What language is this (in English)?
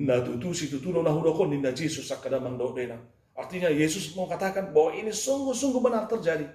Batak Toba